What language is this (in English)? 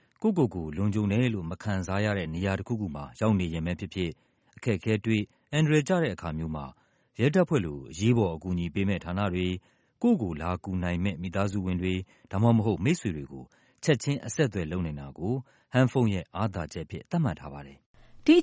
Burmese